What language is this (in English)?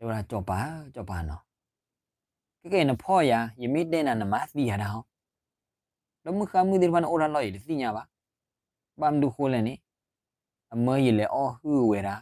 S'gaw Karen